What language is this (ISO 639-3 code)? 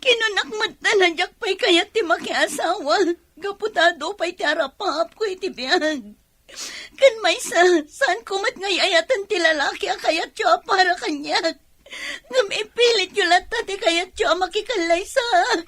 ilo